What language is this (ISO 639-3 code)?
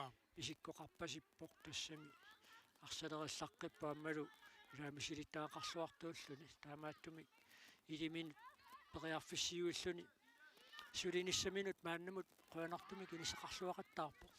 kal